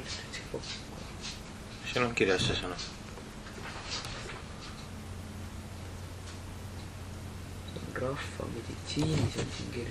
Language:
Estonian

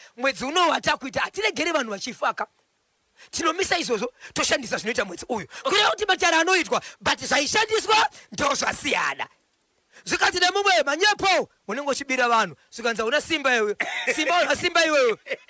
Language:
Shona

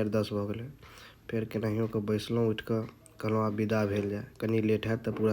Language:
Maithili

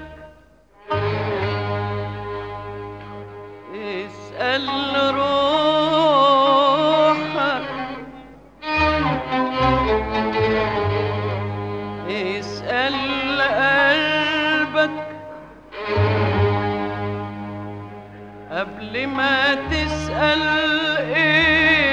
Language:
Egyptian Arabic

